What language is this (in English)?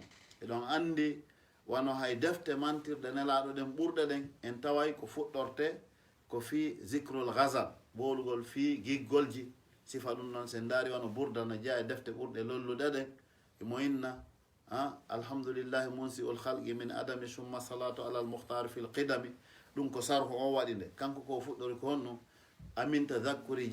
Fula